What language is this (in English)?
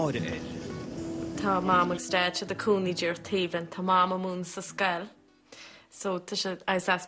Irish